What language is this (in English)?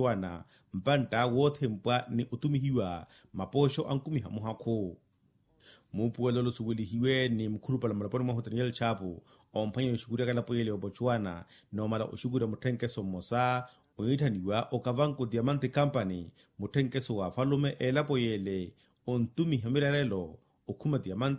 Makhuwa